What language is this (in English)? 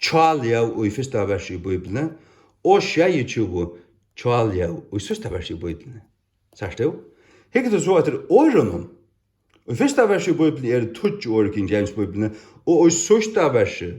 Faroese